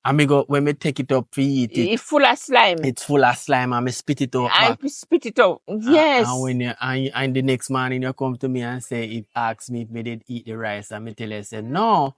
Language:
Jamaican Creole English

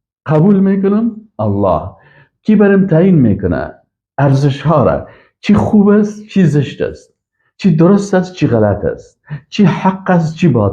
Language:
Persian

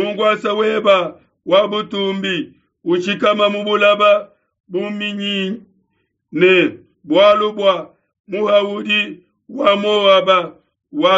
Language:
Luba-Lulua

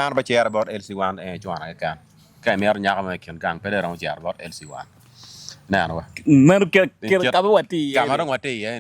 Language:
Acoli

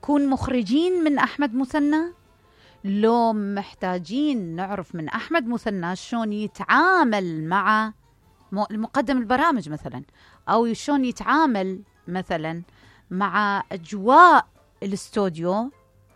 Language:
Mesopotamian Arabic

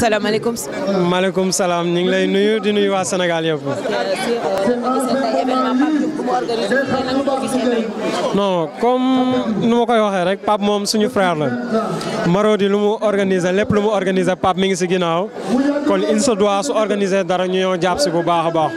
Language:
Wolof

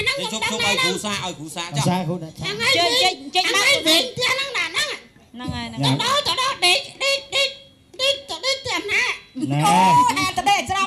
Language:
Khmer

